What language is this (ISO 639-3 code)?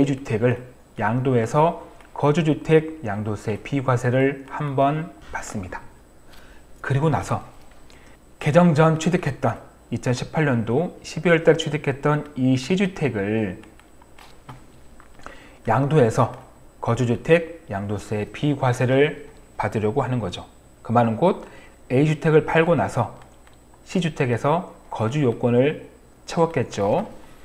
kor